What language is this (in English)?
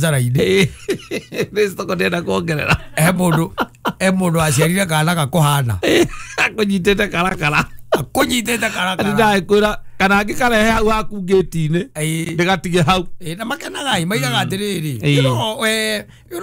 Kikuyu